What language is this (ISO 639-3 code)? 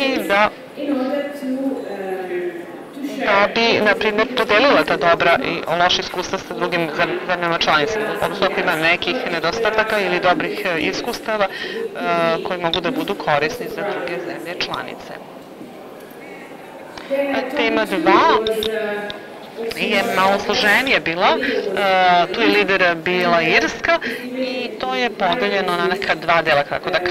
srp